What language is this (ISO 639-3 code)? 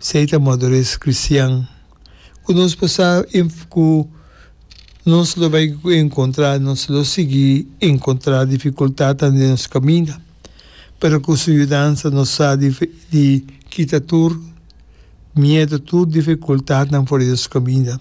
pap